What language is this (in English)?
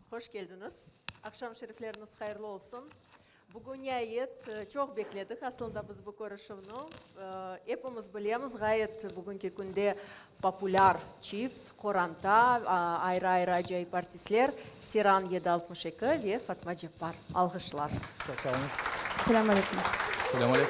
Crimean Tatar